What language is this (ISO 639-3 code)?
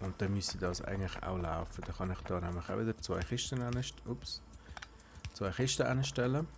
gsw